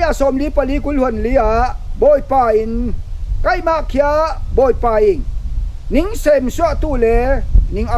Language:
Falam Chin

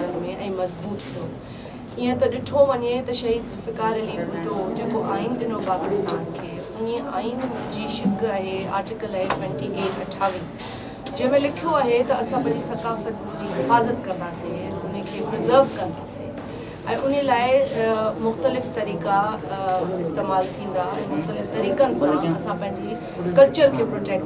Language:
Sindhi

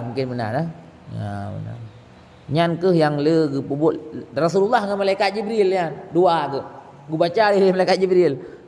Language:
Achinese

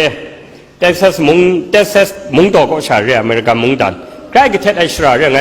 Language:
Kachin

